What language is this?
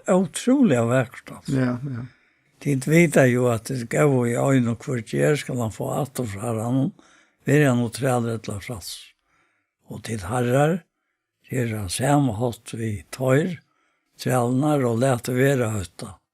Faroese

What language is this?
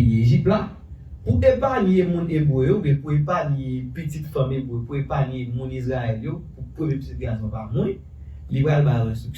Haitian Creole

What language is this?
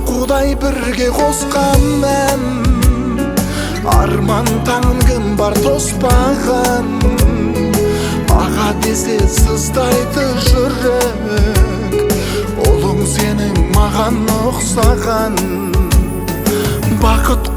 Kazakh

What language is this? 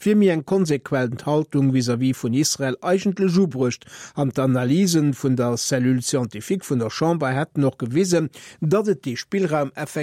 Luxembourgish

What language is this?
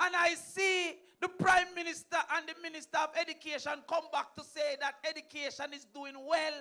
Jamaican Creole English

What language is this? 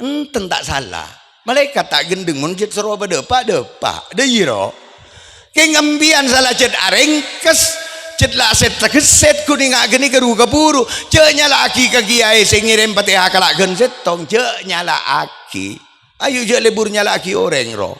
Madurese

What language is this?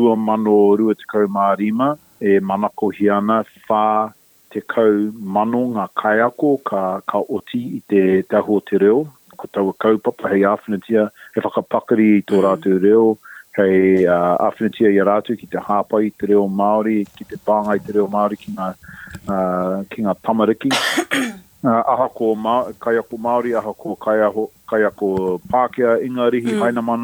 Māori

